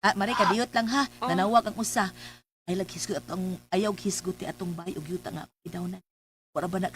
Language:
Cebuano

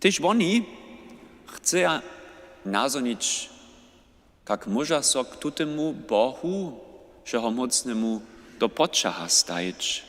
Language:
Upper Sorbian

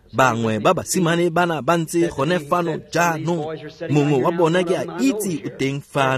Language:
Tswana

